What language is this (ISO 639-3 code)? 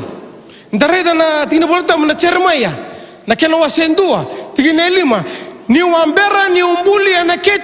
fij